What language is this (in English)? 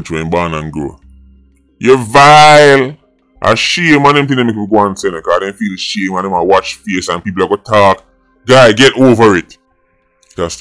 Jamaican Creole English